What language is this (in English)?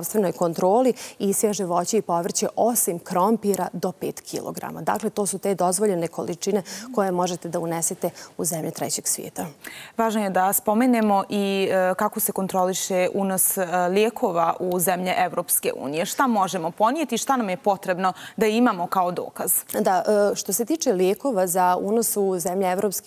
Bosnian